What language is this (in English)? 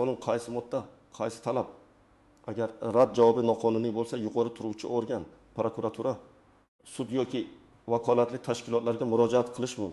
Uzbek